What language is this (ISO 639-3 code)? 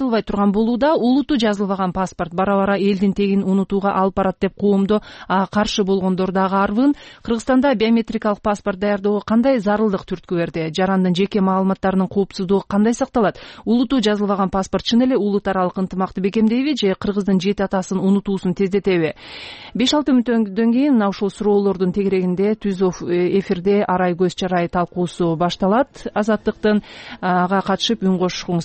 kir